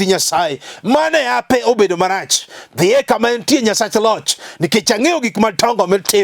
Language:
Luo (Kenya and Tanzania)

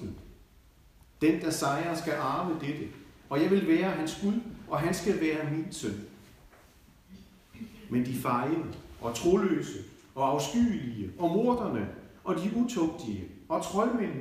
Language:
Danish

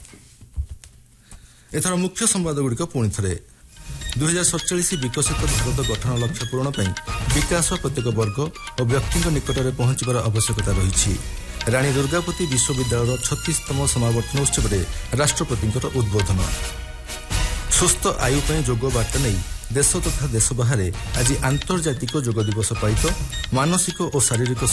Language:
Odia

